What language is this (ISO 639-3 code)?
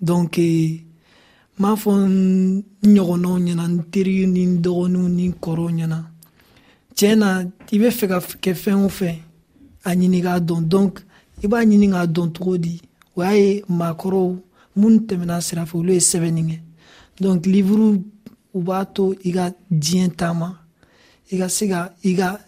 dyu